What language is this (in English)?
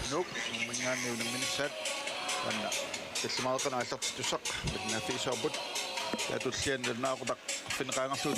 Kalaallisut